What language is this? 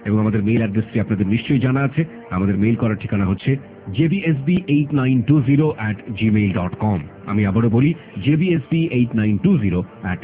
Bangla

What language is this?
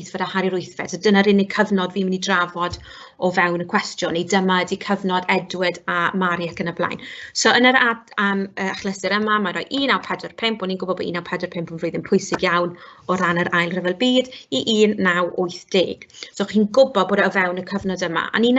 Welsh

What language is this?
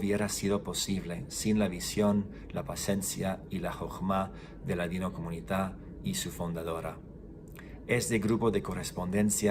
Ladino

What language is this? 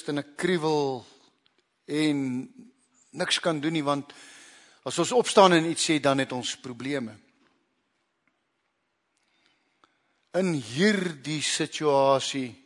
Afrikaans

